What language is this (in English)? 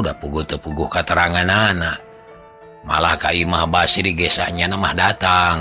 Sundanese